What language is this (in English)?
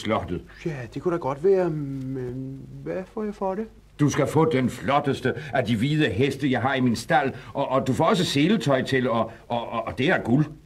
Danish